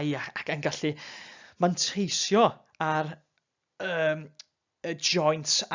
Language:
Welsh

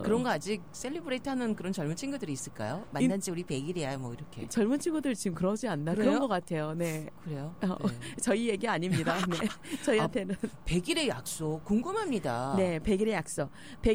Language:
Korean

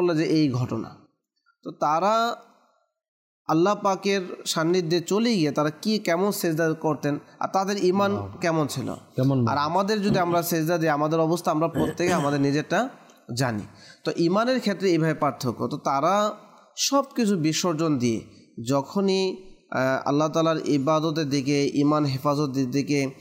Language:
Bangla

